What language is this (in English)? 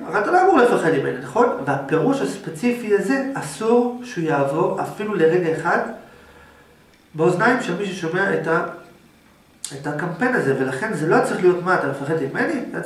Hebrew